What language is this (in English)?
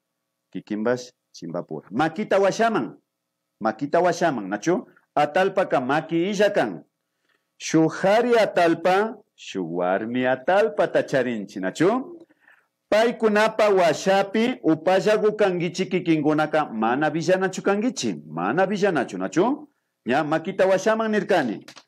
Imbabura Highland Quichua